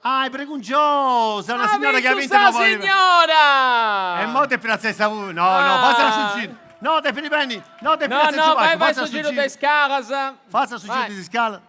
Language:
Sardinian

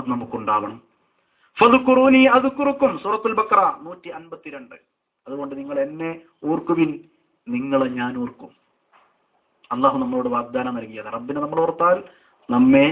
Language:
Malayalam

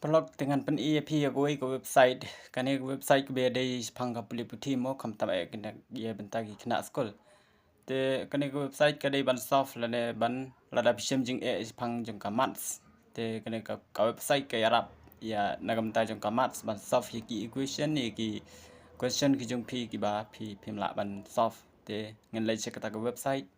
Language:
Khasi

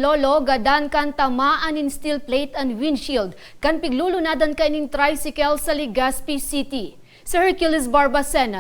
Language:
Bikol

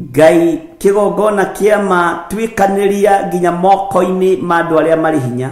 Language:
Kikuyu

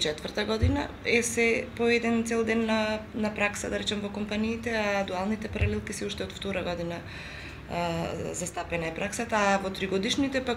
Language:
Macedonian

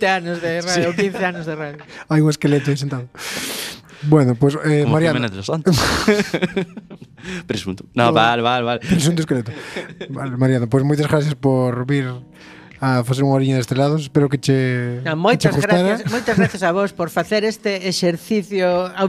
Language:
Galician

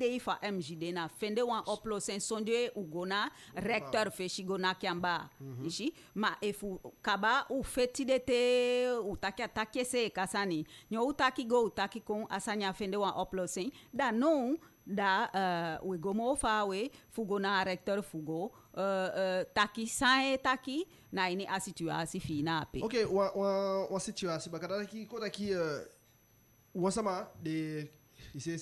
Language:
Eastern Maroon Creole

